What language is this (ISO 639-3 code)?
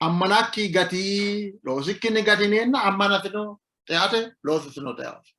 sid